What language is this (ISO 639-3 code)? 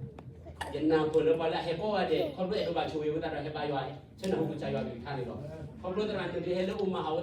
ksw